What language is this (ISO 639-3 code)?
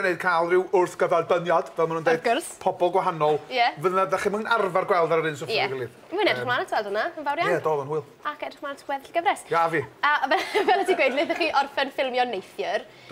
cym